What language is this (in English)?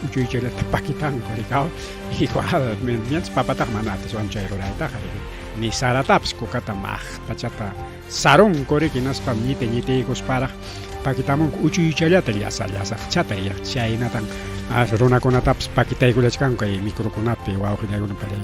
Ayacucho Quechua